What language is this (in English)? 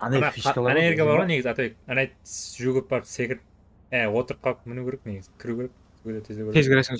Kara-Kalpak